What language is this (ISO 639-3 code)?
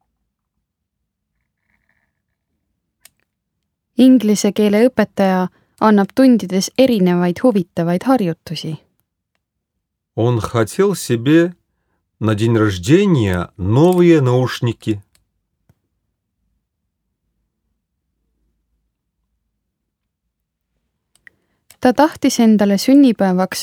est